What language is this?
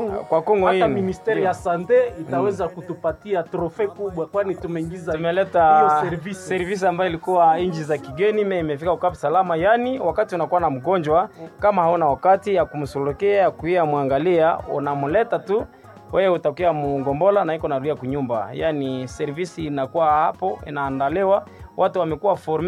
Swahili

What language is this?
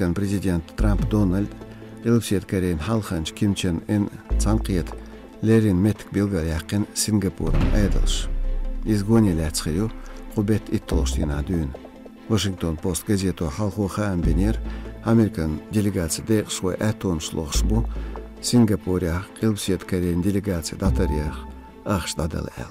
Chechen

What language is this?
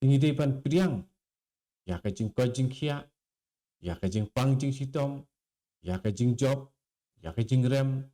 Khasi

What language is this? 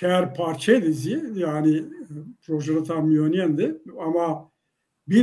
Zaza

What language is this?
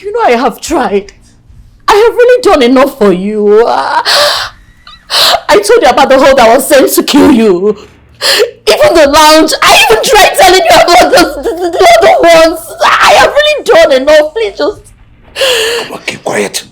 Nigerian Pidgin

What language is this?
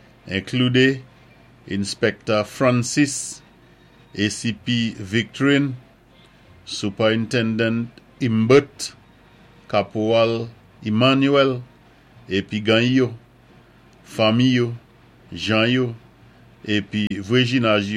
Saint Lucian Creole French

